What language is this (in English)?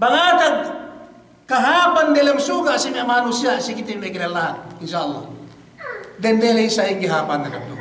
Yakan